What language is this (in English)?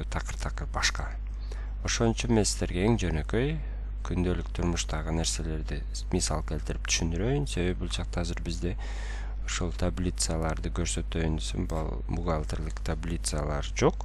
Kyrgyz